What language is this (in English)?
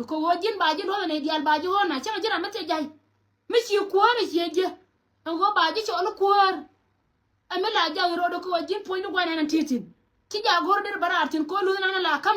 Nuer